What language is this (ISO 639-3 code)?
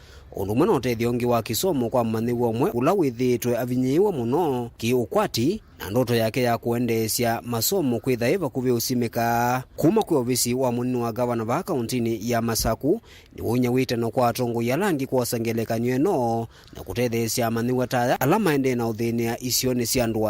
kam